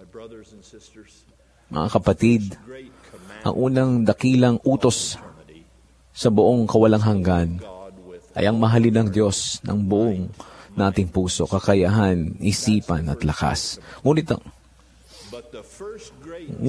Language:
Filipino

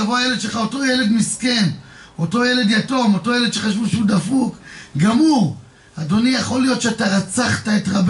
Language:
Hebrew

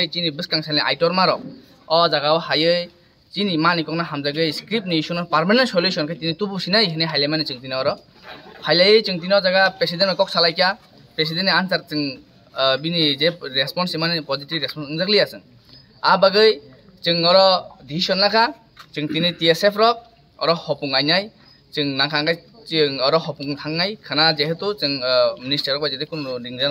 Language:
Kok Borok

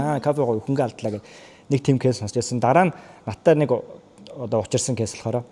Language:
Mongolian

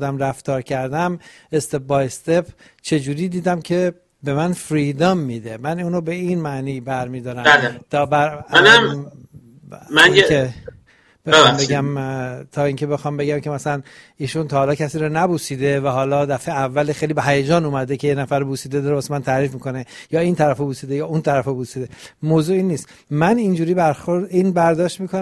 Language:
Persian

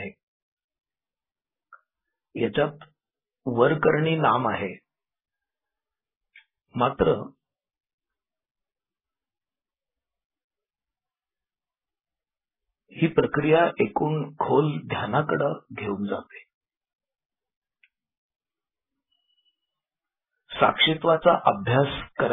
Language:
Marathi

